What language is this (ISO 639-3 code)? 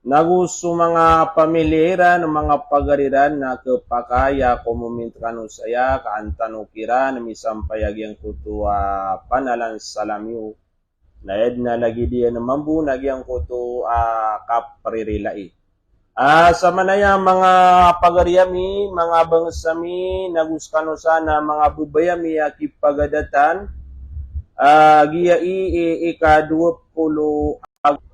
mrw